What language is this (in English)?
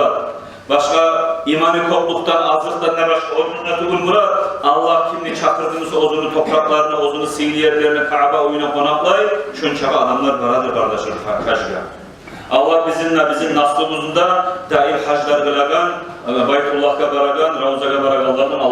Kumyk